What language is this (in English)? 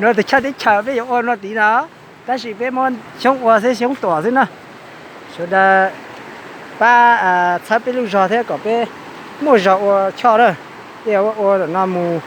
Hmong